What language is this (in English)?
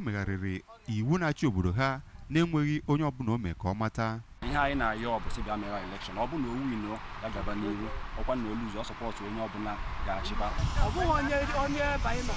Igbo